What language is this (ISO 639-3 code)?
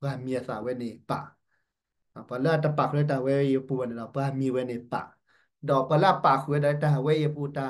ksw